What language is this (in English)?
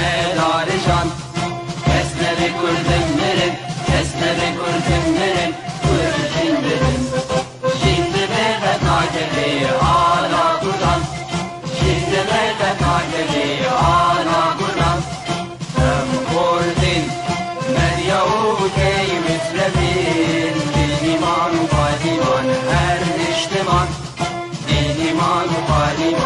Kurdish